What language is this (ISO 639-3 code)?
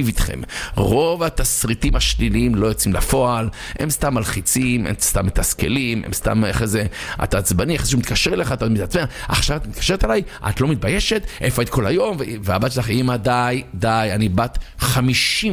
heb